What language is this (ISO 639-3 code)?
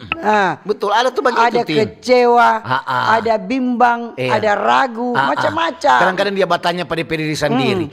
xmm